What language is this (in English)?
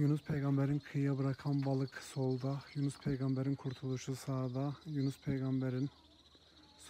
Turkish